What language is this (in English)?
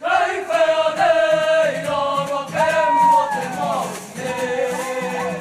Māori